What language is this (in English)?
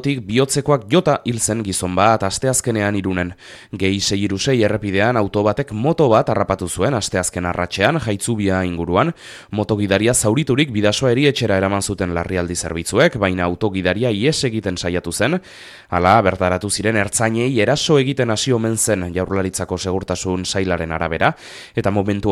Basque